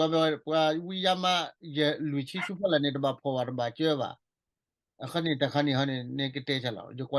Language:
S'gaw Karen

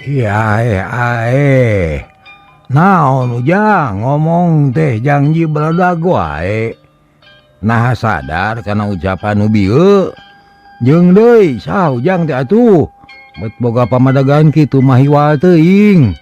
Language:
Sundanese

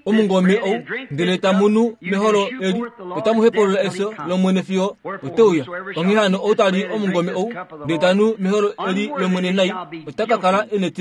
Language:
Kuanyama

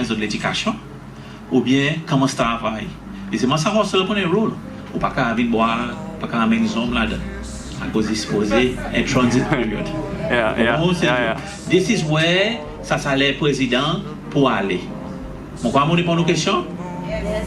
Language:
Seselwa Creole French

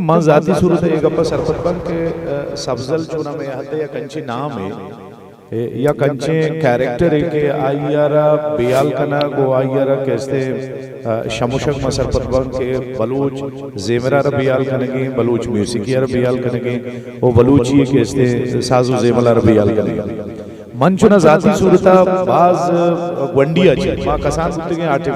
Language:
Eastern Balochi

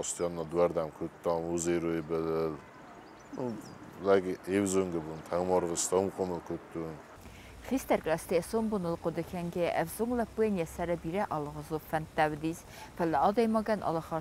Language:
Ossetic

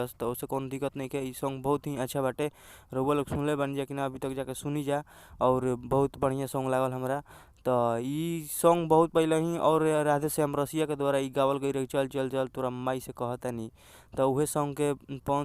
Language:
Bhojpuri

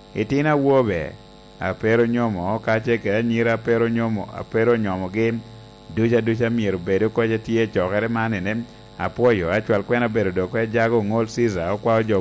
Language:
Lango (Uganda)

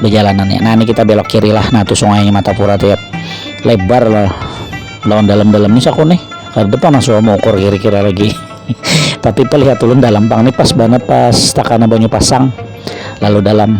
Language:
Banjar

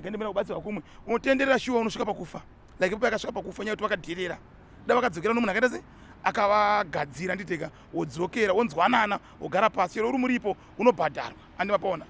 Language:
Shona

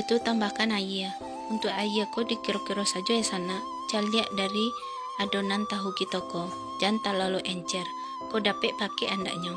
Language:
Minangkabau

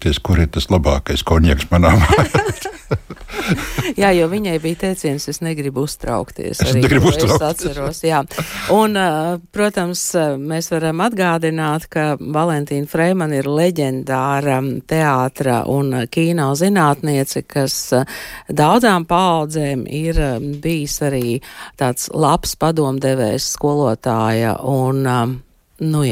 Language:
Latvian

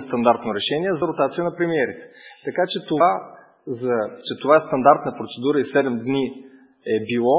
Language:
Bulgarian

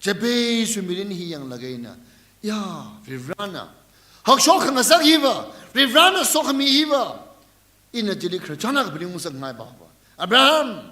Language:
Tangkhul Naga (India)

